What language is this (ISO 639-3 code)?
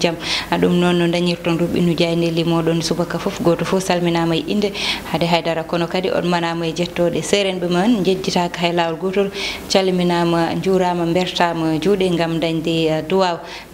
ful